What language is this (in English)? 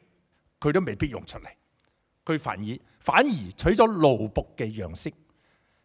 Cantonese